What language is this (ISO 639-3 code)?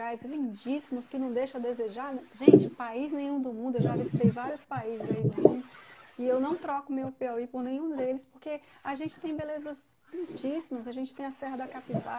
por